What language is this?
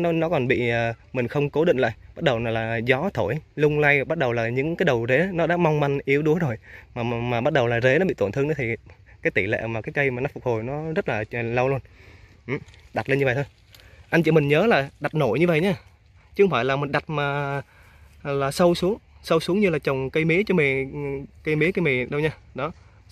Vietnamese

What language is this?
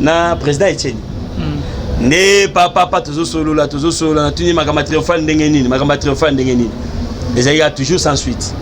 Lingala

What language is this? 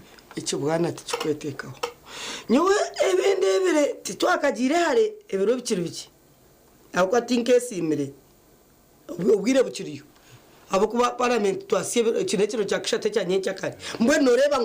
Nyankole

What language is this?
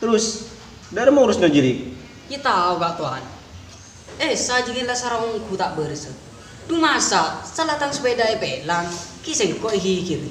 Madurese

